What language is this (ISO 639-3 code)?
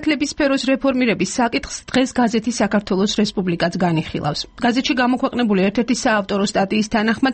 kat